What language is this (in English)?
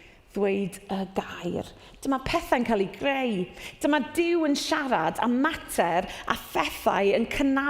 Welsh